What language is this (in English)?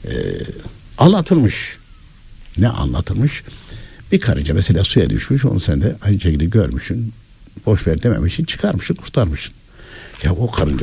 Turkish